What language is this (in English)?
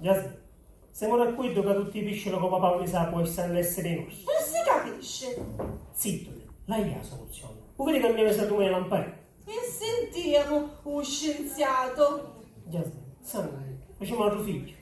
Sicilian